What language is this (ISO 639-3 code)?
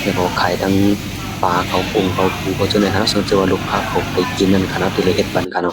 shn